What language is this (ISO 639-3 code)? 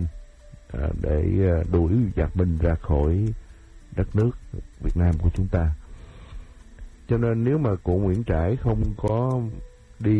vie